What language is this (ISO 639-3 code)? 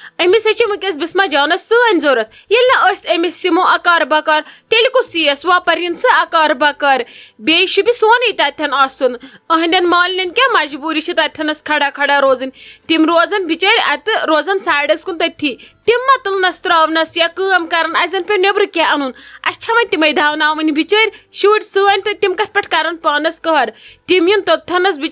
kas